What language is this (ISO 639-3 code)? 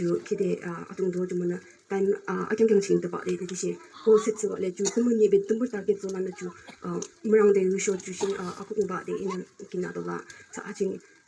yim